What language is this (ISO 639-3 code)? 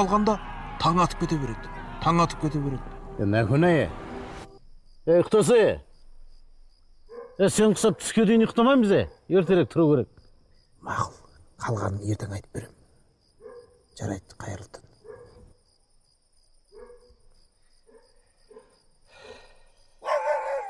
kaz